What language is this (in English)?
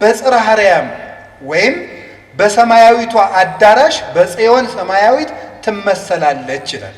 Amharic